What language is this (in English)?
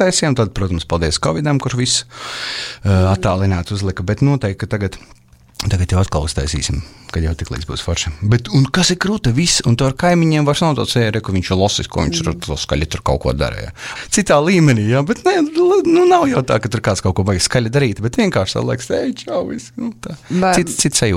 Latvian